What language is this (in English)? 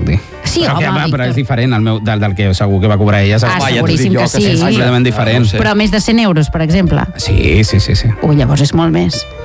Catalan